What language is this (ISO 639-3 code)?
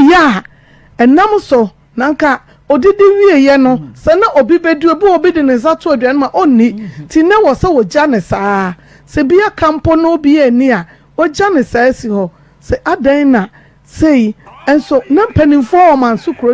aka